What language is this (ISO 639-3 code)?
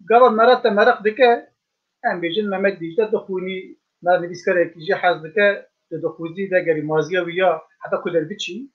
kur